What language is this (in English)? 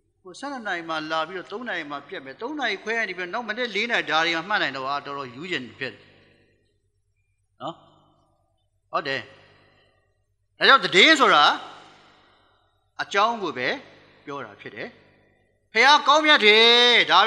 Burmese